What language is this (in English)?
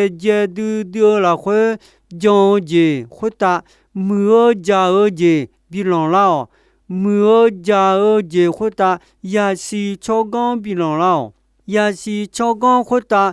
Akha